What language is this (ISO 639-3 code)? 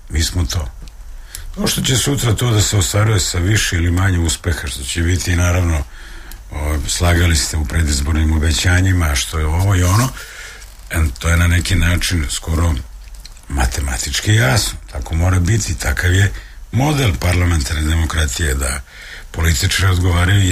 srp